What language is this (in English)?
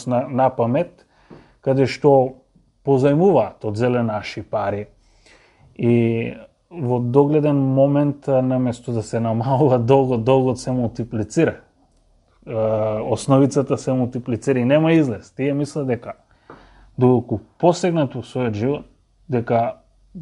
Macedonian